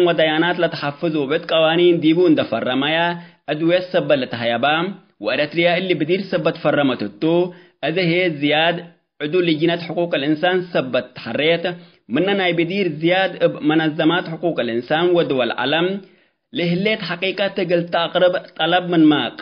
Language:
Tigre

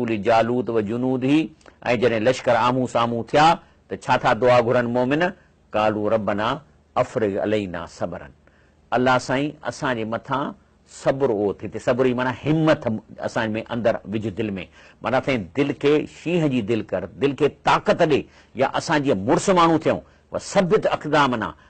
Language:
Sindhi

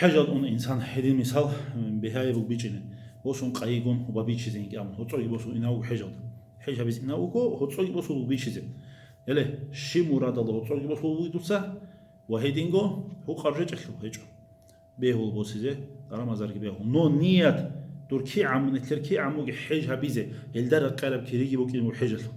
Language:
Avaric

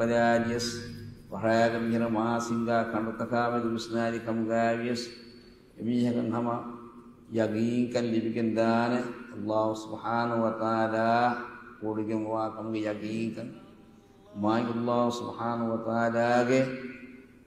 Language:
Divehi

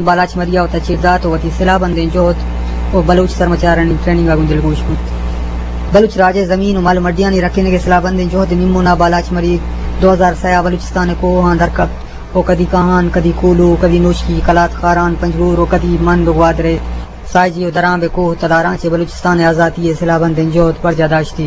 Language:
Eastern Balochi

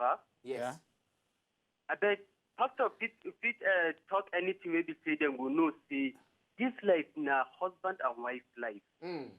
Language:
Nigerian Pidgin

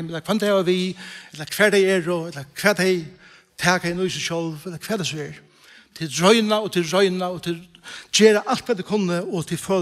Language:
Faroese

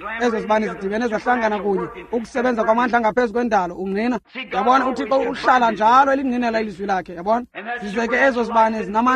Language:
Xhosa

